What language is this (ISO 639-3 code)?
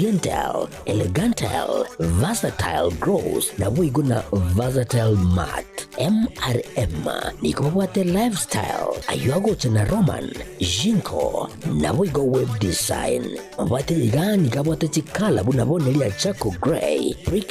guz